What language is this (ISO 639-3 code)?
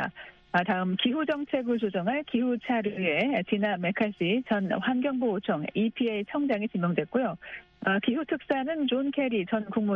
kor